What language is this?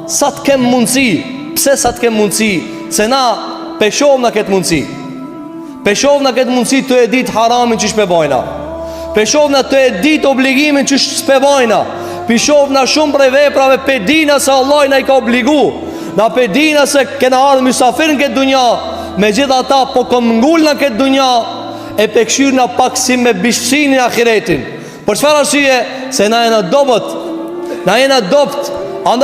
Albanian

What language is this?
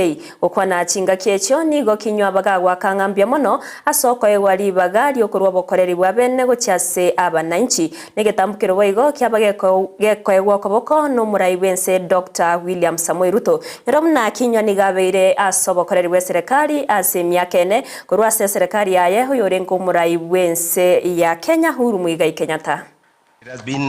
Gusii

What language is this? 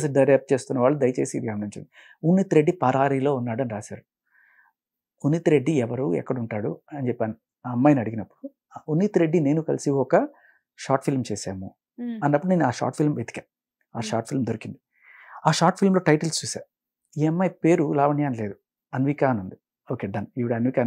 Telugu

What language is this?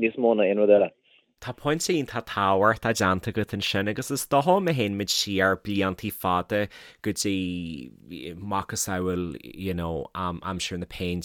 Irish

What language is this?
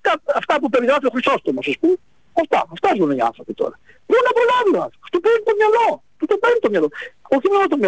Greek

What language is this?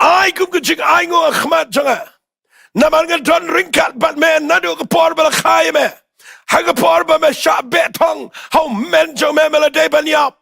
Khasi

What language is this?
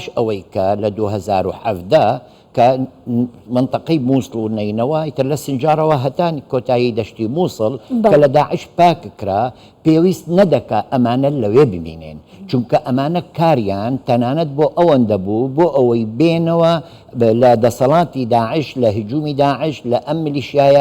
Central Kurdish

